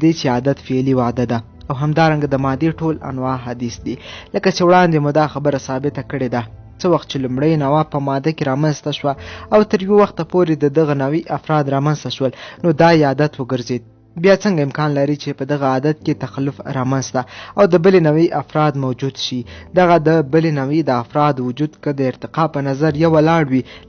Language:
Pashto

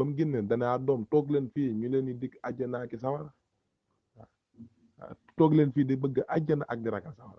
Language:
Wolof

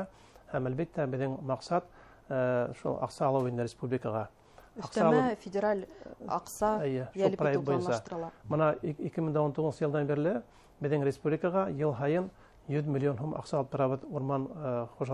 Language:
Bashkir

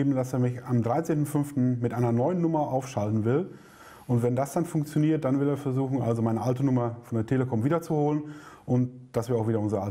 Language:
German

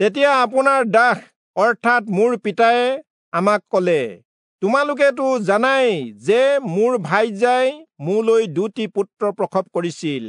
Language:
Assamese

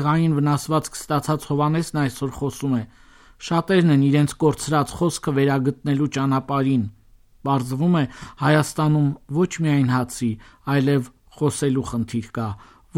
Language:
Armenian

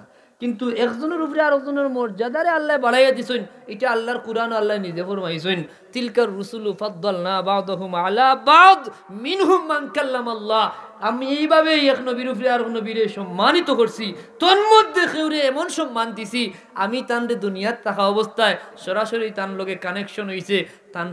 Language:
Sylheti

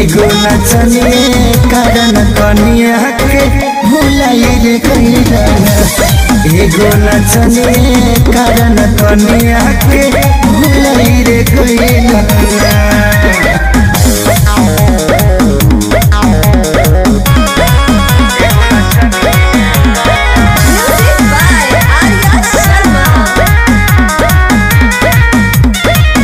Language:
Bhojpuri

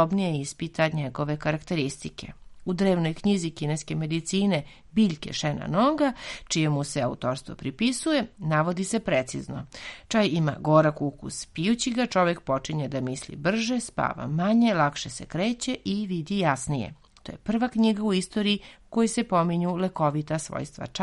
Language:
Serbian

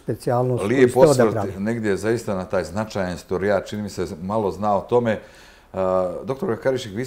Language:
Serbian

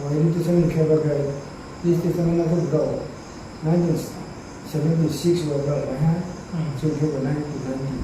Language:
Riang (India)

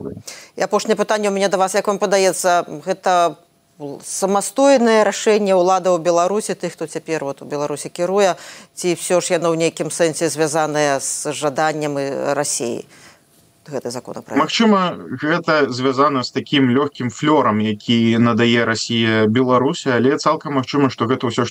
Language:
Belarusian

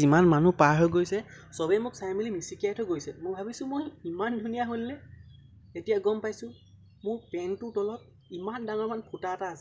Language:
Assamese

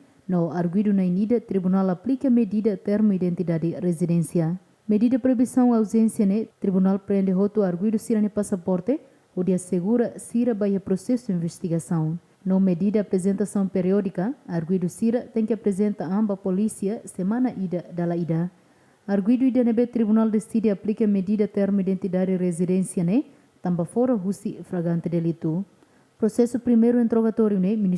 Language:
Tetum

